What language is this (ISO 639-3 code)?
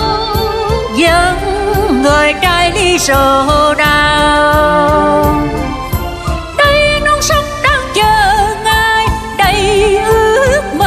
vie